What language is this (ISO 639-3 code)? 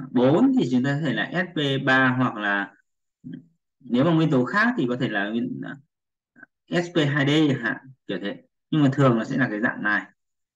vie